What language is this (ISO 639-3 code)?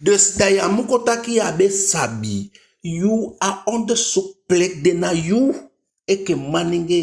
djk